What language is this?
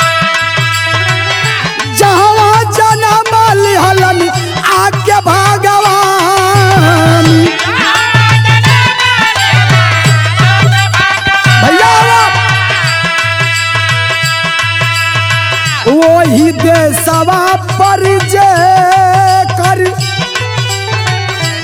Bhojpuri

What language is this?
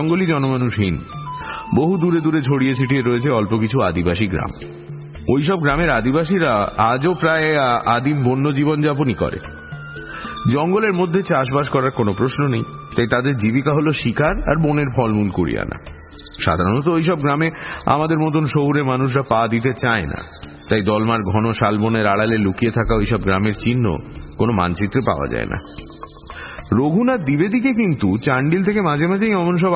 Bangla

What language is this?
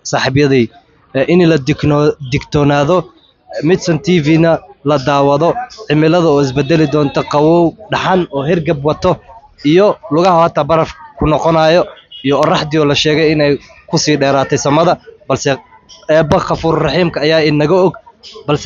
Somali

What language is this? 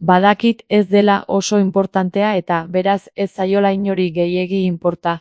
Basque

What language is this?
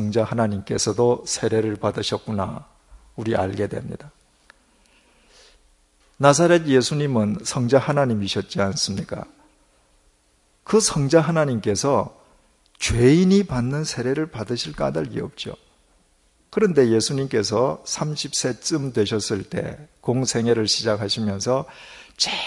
Korean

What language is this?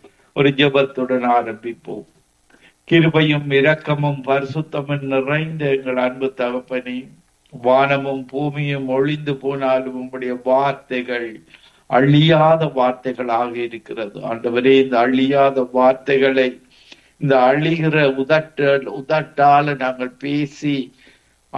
Tamil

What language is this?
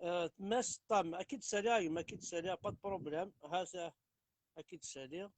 Kabyle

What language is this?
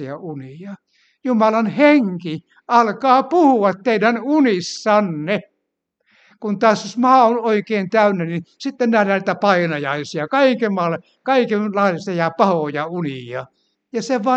Finnish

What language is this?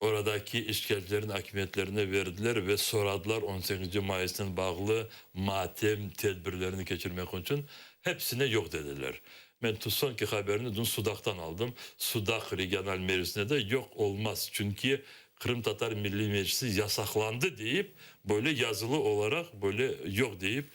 Crimean Tatar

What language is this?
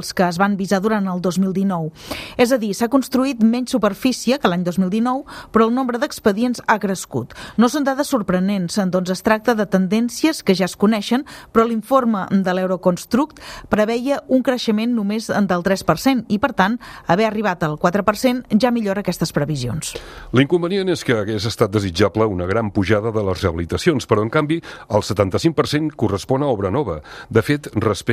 Catalan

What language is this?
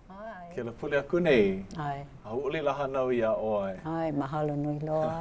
Hawaiian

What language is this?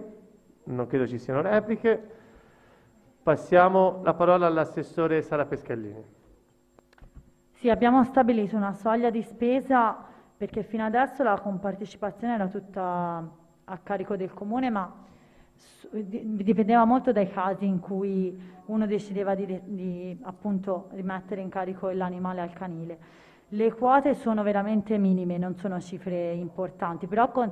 Italian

